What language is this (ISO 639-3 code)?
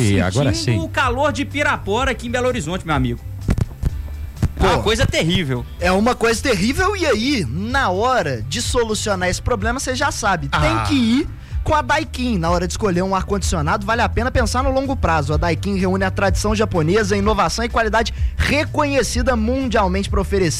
por